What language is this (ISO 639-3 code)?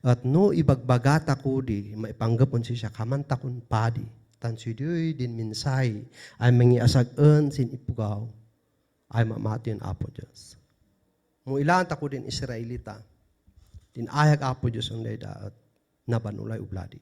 kne